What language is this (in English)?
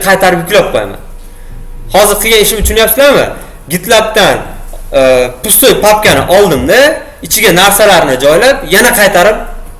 Uzbek